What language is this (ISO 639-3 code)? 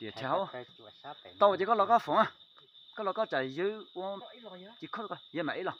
hmn